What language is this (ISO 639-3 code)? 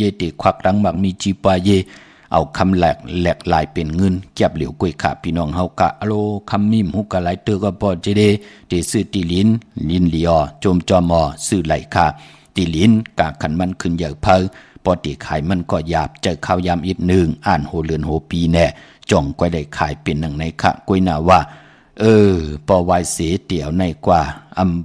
shn